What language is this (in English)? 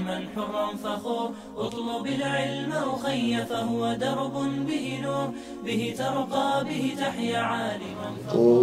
Urdu